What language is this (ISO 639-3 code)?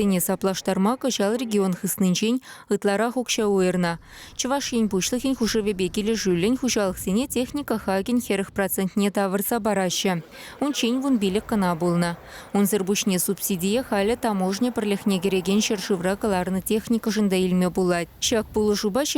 chv